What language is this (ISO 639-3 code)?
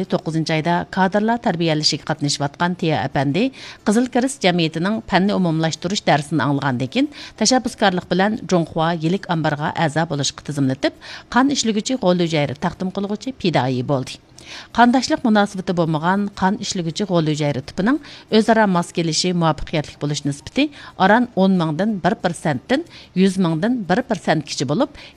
uig